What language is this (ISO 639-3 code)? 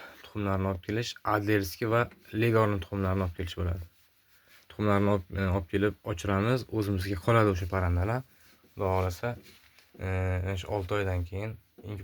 uzb